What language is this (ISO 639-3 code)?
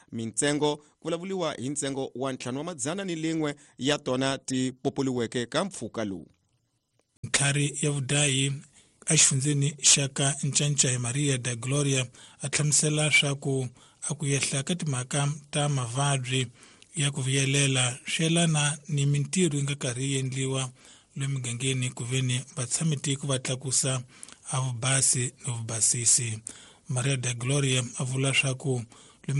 tso